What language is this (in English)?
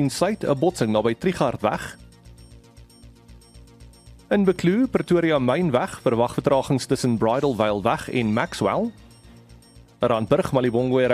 Afrikaans